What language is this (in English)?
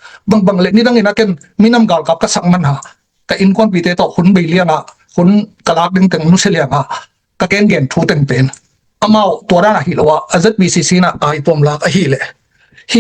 Tedim Chin